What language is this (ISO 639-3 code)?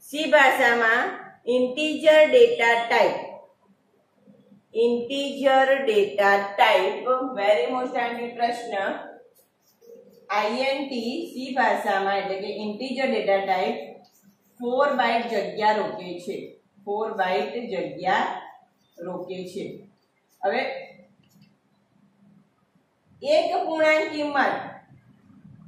guj